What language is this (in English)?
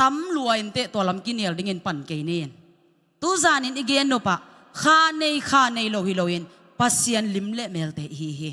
Tedim Chin